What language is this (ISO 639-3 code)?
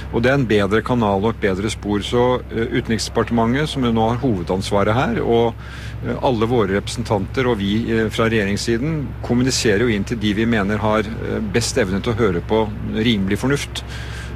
nor